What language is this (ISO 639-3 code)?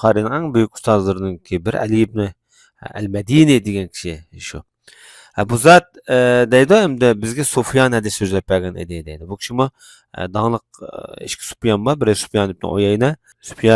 uig